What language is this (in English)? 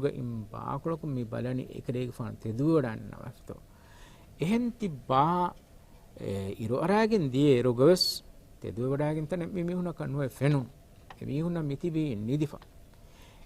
Divehi